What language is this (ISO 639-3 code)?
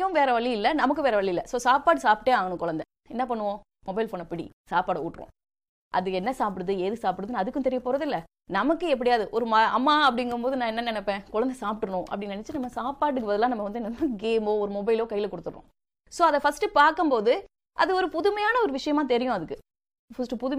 tam